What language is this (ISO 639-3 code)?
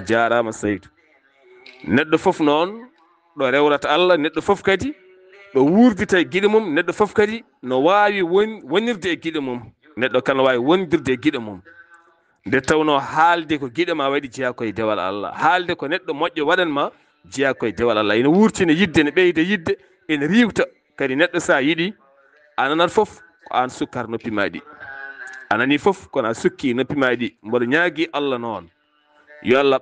ful